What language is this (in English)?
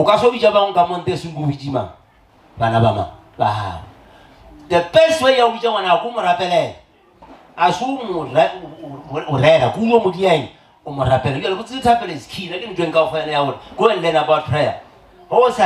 Northern Sotho